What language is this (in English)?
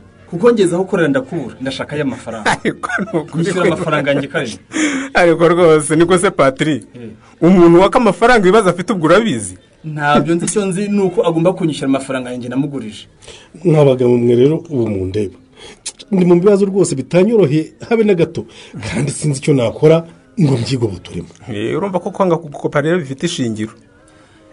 Kinyarwanda